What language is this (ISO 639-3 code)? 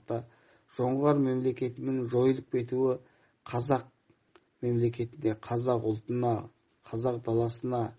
kaz